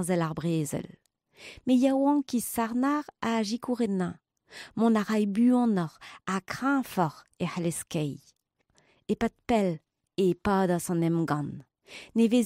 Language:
Breton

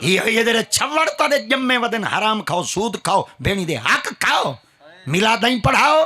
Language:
Saraiki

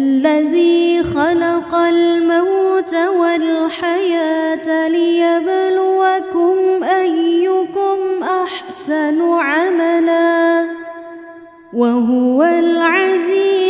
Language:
Arabic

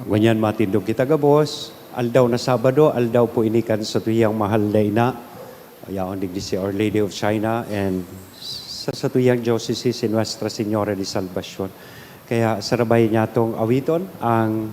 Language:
Bikol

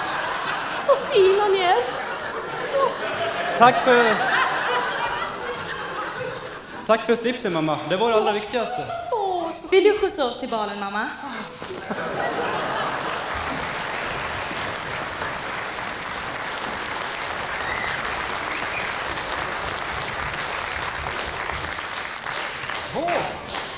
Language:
Swedish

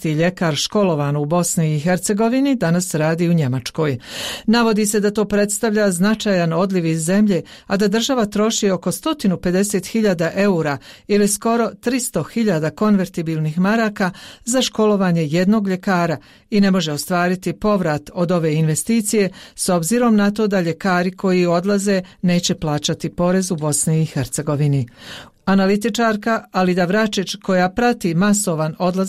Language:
Bosnian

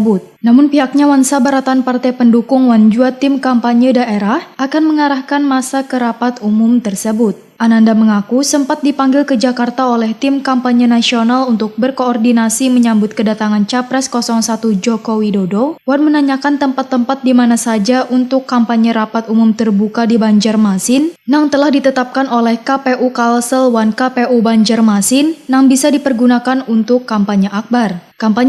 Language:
Banjar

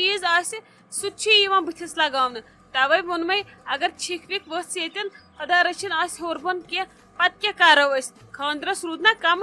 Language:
Kashmiri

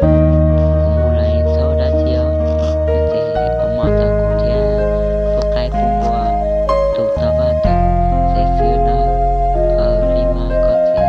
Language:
Hmong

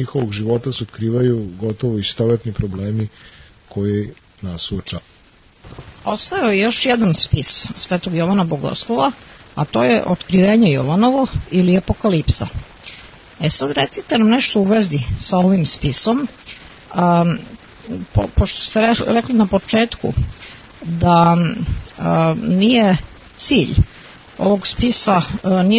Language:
Serbian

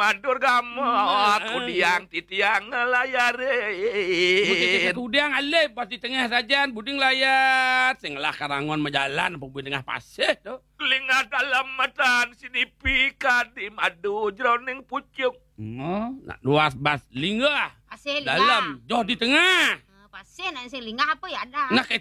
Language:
Balinese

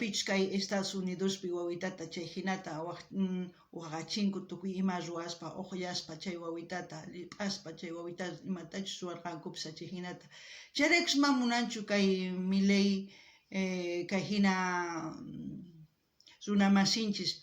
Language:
South Bolivian Quechua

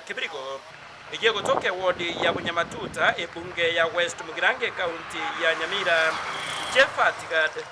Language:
Gusii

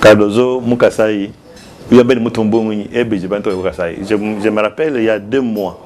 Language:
Luba-Lulua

